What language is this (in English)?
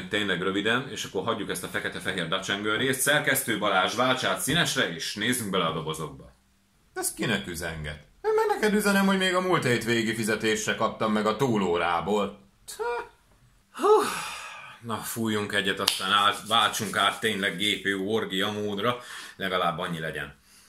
Hungarian